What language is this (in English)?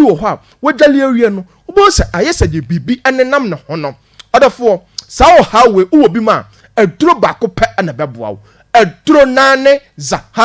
Akan